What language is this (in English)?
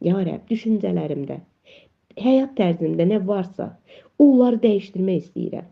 Azerbaijani